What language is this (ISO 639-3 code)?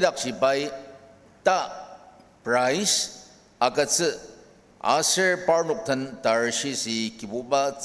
njo